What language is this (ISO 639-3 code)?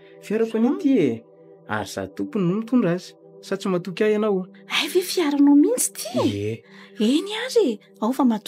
mlg